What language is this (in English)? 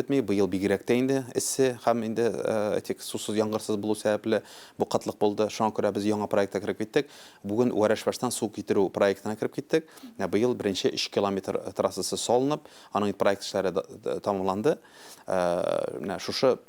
Tatar